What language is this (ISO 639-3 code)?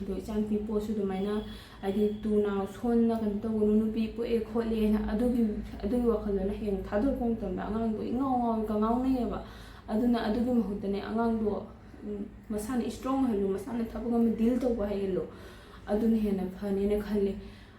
mni